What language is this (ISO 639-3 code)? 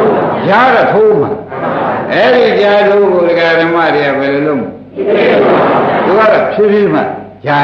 mya